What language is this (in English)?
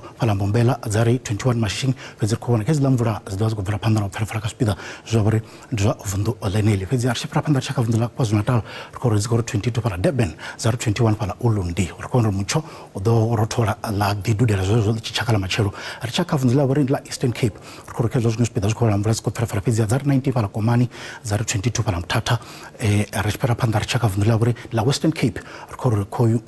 Venda